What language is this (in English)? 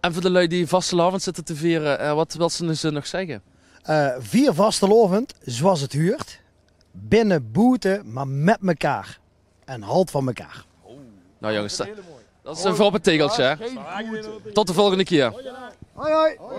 Limburgish